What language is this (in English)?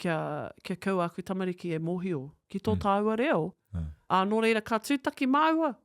Māori